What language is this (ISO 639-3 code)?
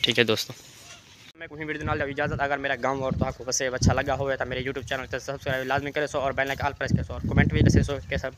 skr